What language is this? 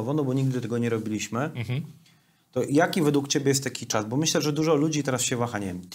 Polish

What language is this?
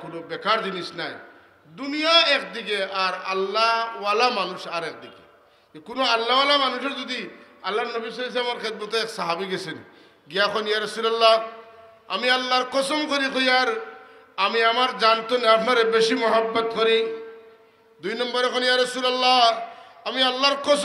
Sylheti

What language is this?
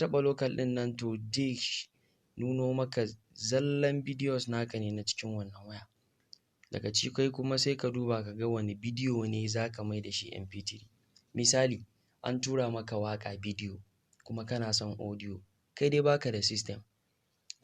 Hausa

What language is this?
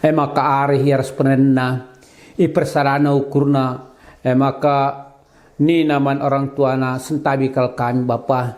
Batak Karo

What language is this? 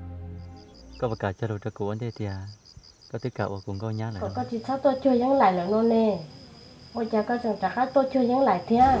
Hmong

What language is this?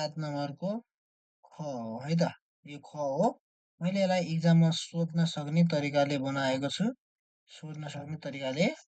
Nepali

